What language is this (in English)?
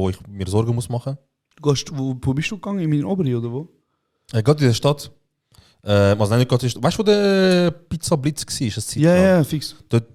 Swiss German